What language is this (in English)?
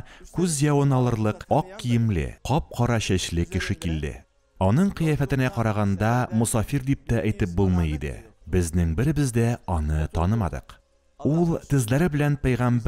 Tatar